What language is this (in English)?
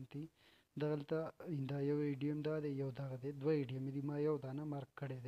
Pashto